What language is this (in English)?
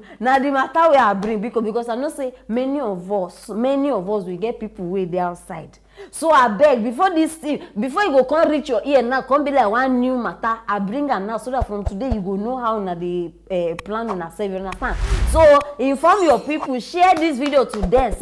Nigerian Pidgin